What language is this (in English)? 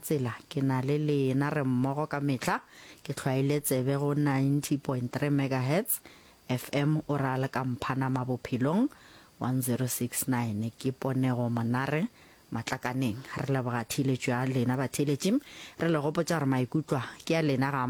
Northern Sotho